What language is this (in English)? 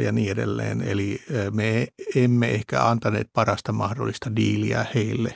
Finnish